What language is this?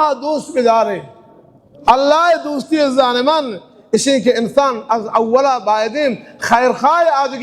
Baluchi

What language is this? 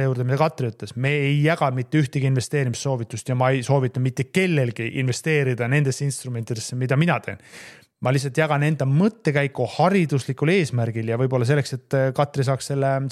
Estonian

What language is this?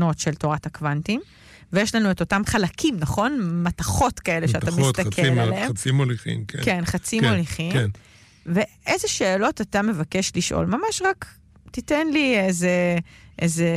Hebrew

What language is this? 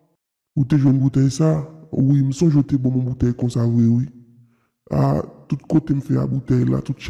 Haitian Creole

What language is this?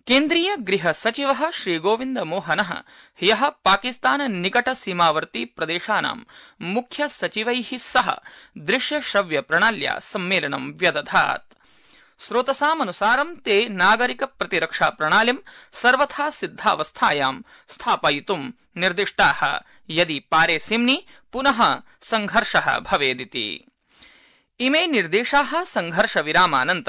Sanskrit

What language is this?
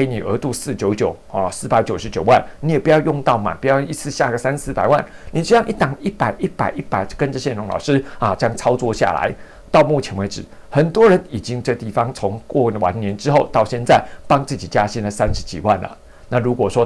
Chinese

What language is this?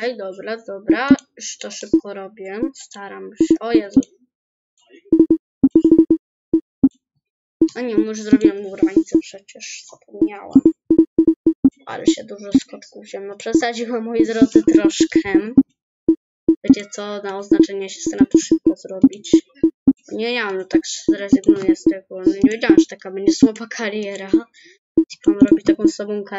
Polish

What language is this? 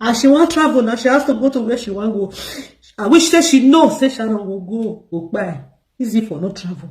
Nigerian Pidgin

